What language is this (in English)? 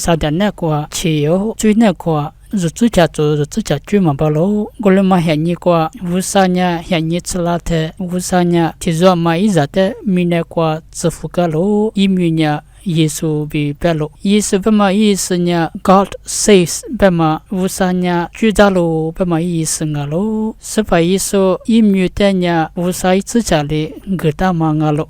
Lisu